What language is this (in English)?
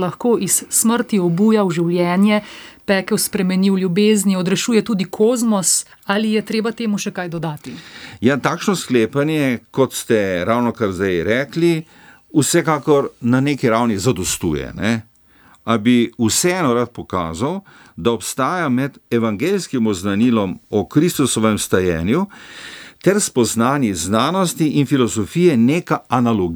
Slovenian